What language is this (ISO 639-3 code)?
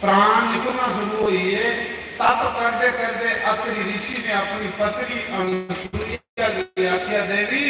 doi